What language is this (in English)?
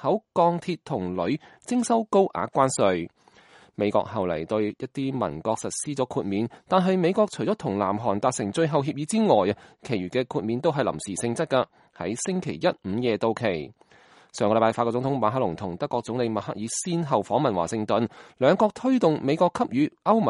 Cantonese